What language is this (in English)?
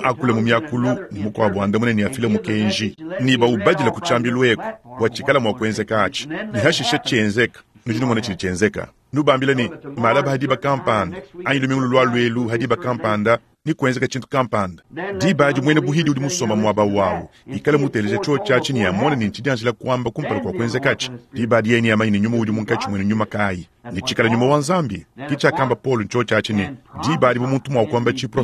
Luba-Lulua